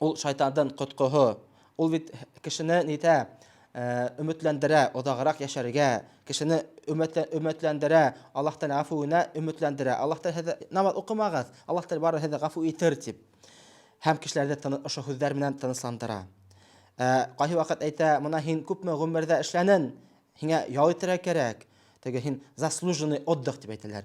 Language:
Bashkir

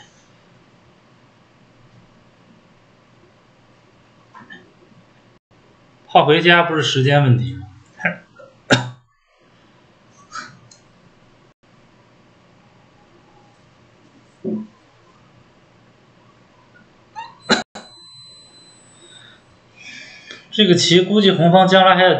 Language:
Chinese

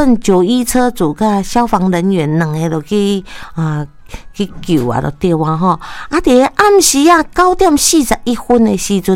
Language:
Min Nan Chinese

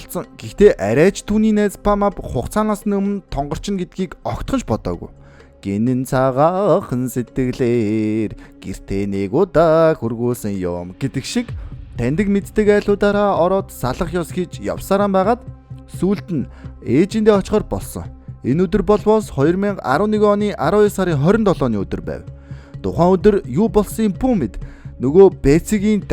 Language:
Mongolian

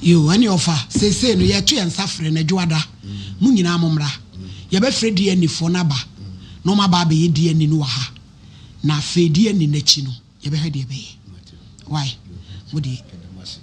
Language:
Akan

